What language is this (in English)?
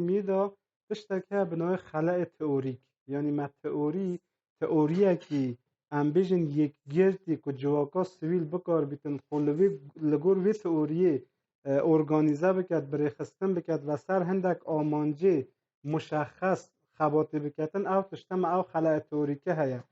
Kurdish